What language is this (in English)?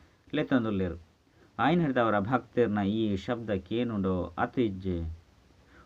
Tulu